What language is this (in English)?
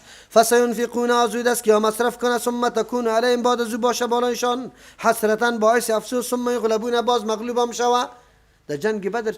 Persian